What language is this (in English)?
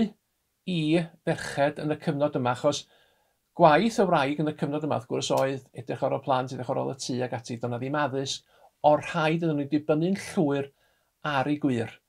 Welsh